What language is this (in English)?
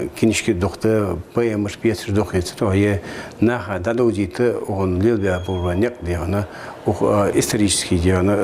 Ingush